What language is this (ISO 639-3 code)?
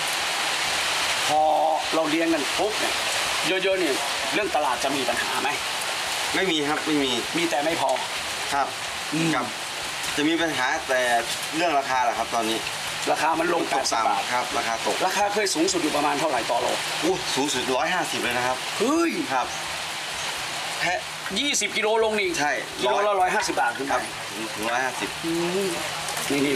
tha